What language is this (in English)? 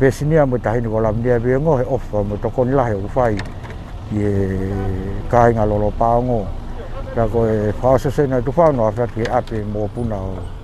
Tongan